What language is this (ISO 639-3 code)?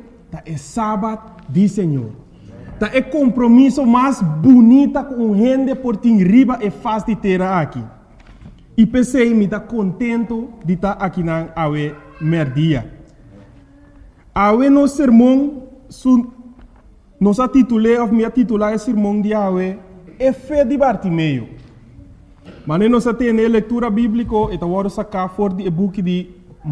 pap